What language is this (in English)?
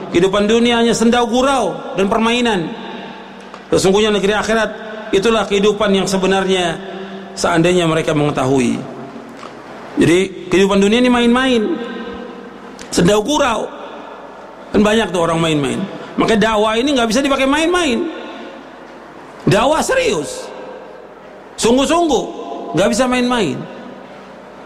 Indonesian